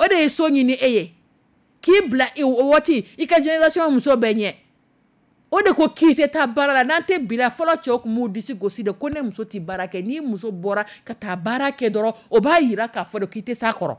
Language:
Dyula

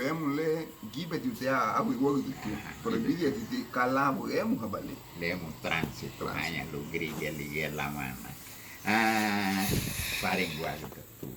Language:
Garifuna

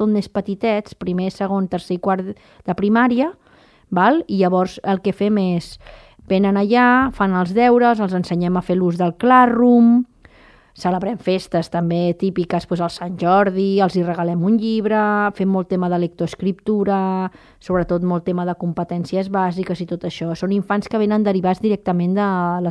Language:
Catalan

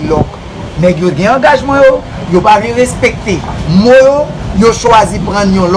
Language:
Haitian Creole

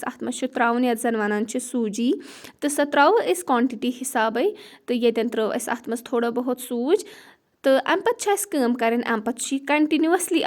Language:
Kashmiri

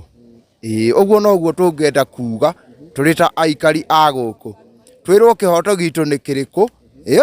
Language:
Kikuyu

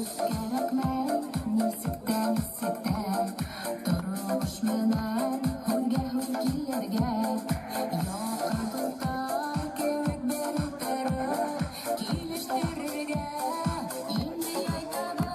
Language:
Bashkir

